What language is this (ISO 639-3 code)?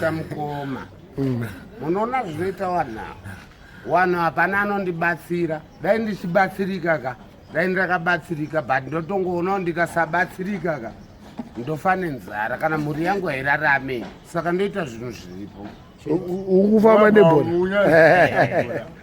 sna